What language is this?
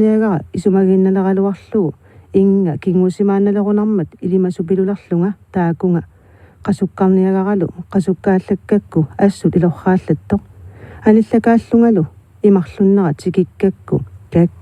Kalaallisut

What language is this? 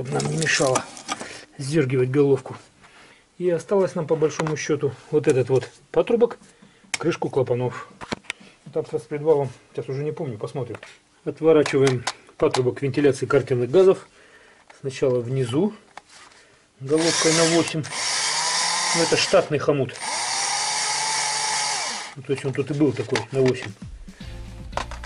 Russian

